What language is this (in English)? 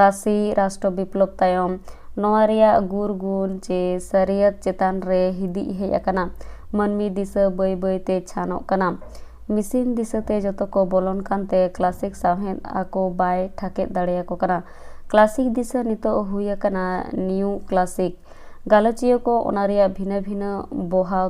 Santali